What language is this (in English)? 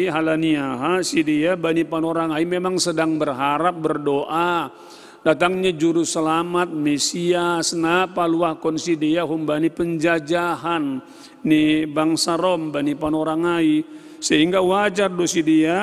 Batak Simalungun